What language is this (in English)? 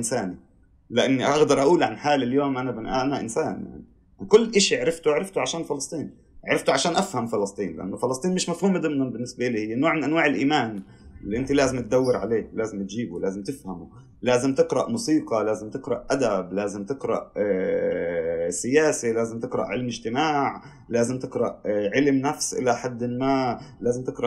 North Levantine Arabic